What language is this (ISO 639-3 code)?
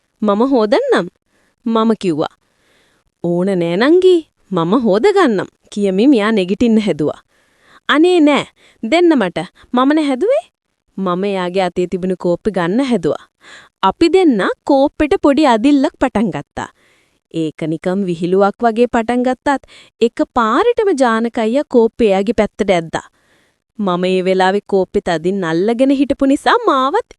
sin